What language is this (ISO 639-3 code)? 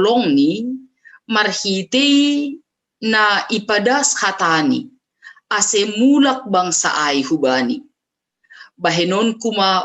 bts